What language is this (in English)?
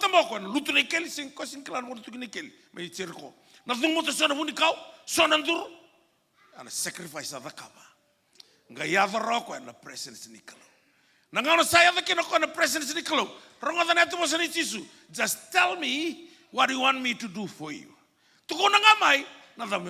Fijian